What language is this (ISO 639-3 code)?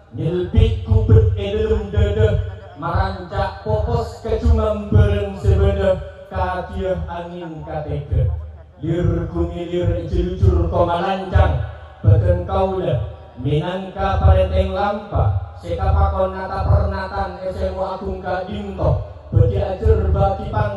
mad